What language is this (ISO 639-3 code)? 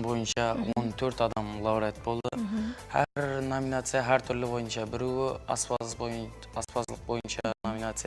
kaa